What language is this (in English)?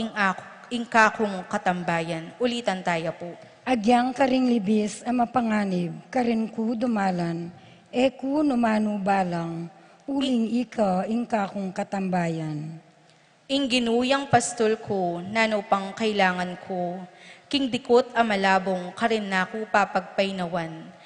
Pampanga